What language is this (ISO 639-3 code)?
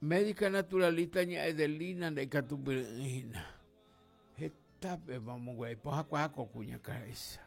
grn